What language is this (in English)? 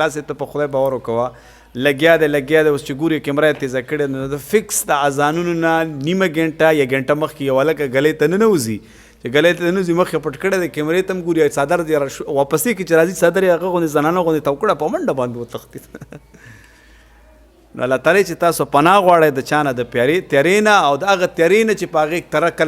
Pashto